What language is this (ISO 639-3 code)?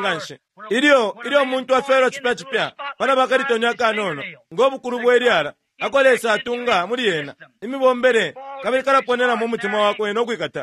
bem